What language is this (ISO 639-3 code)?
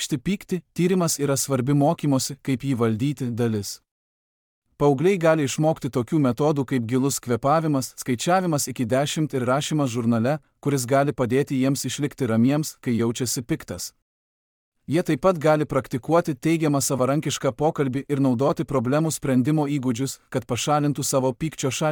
lit